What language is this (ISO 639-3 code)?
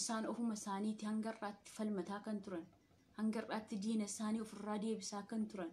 orm